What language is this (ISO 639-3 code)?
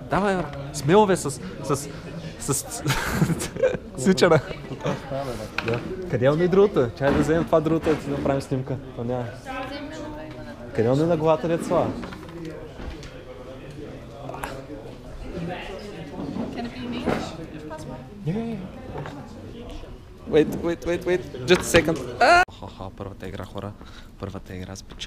bul